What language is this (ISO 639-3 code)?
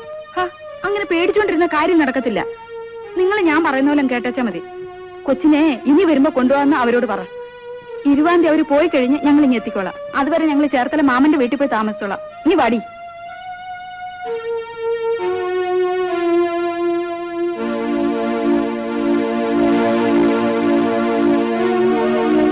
mal